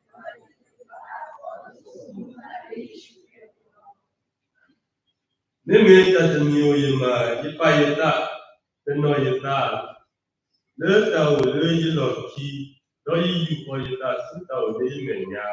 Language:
S'gaw Karen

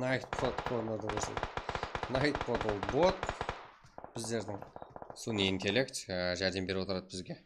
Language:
Kara-Kalpak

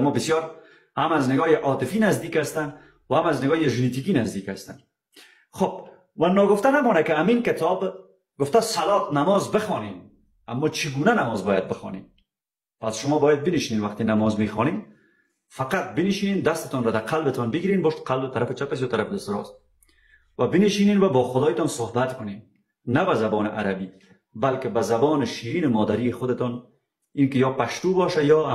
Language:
Persian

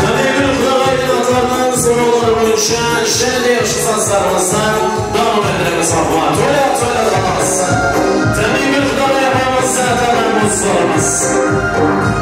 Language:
Kara-Kalpak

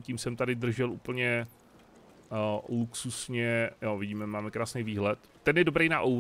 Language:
Czech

